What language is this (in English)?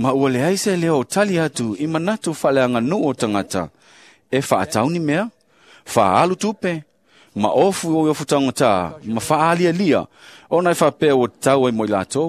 Samoan